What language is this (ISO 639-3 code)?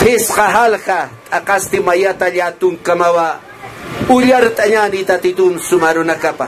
aym